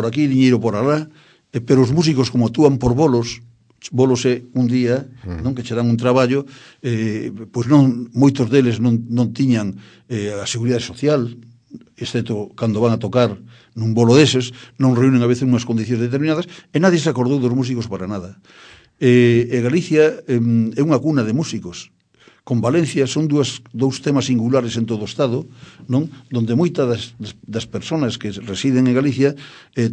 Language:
Galician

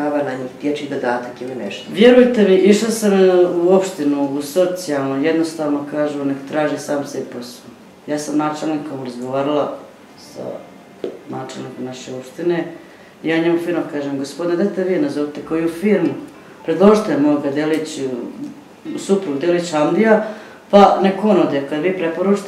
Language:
Bosnian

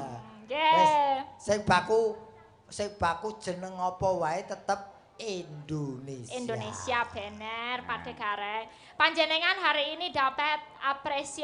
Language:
Javanese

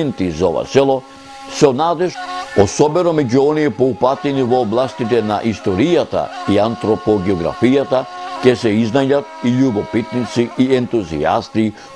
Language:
Macedonian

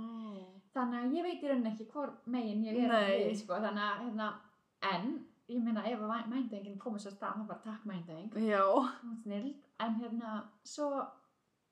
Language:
Icelandic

